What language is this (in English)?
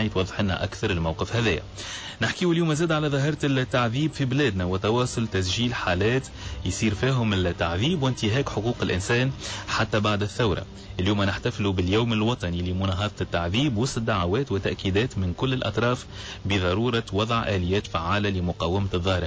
Tunisian Arabic